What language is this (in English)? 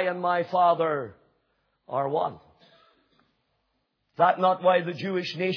English